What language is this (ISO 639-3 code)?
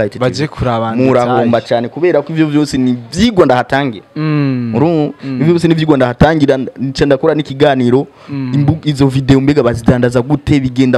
run